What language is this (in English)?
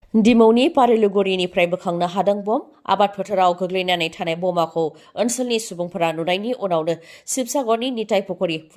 Bodo